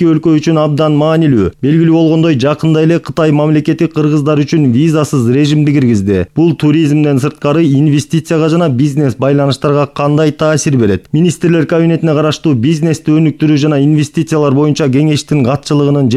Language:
Kyrgyz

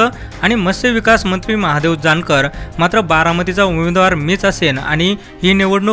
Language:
Marathi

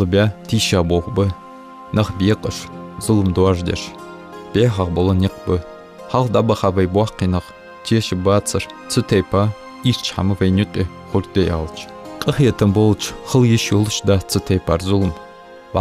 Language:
Ingush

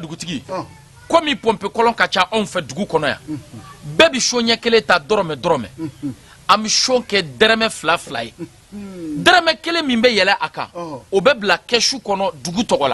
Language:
Bambara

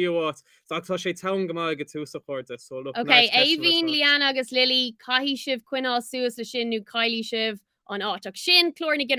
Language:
Irish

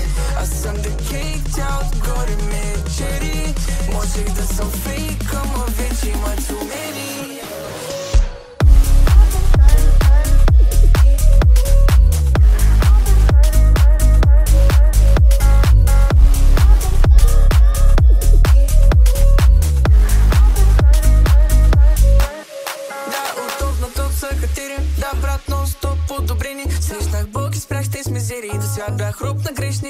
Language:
Bulgarian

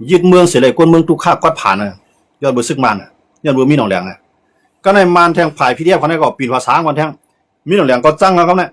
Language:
Shan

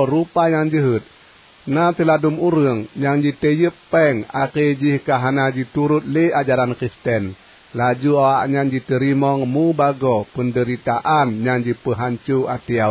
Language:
Achinese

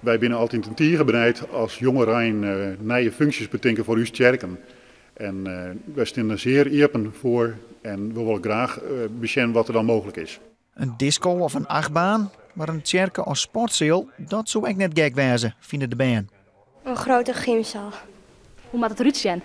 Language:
Western Frisian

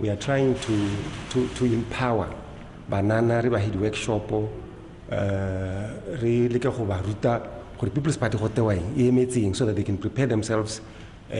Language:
Tswana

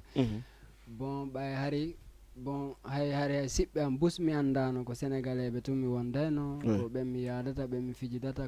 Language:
Fula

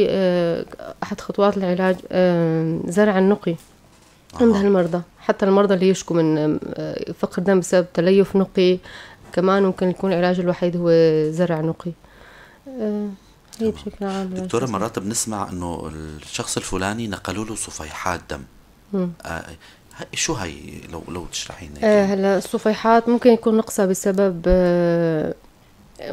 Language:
North Levantine Arabic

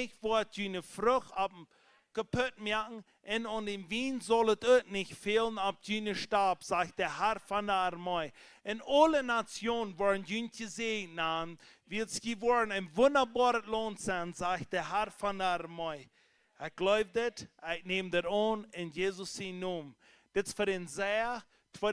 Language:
Plautdietsch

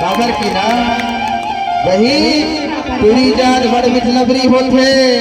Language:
Chhattisgarhi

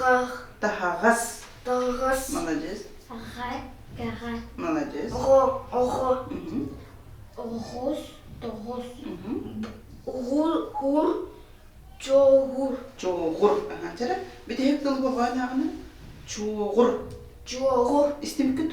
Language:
Yakut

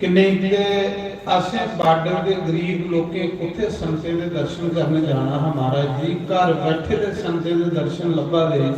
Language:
Dogri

